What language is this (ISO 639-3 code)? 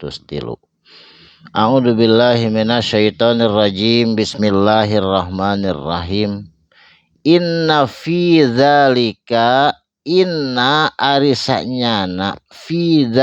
sun